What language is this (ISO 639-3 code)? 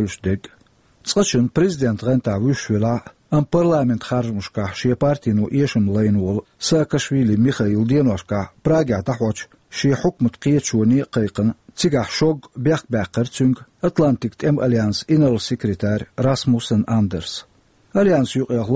che